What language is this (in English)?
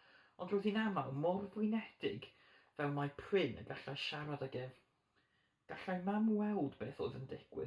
Welsh